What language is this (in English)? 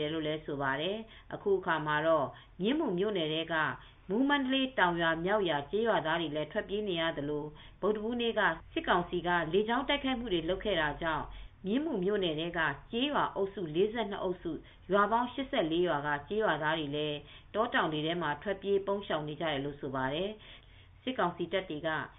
Burmese